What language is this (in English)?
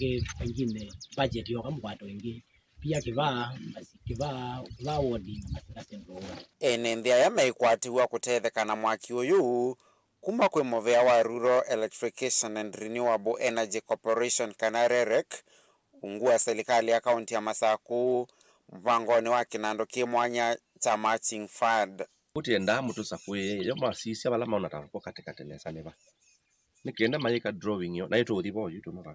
Kamba